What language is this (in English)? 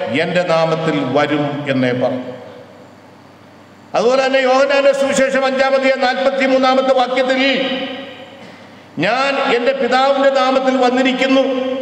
Malayalam